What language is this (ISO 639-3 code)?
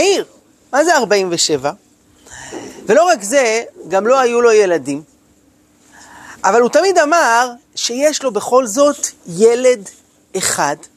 heb